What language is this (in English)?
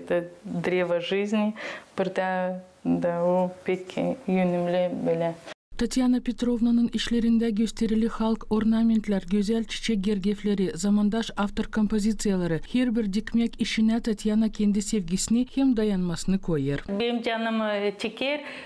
Gagauz